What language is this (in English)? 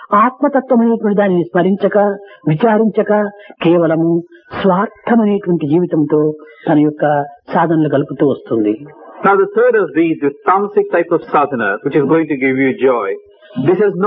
Telugu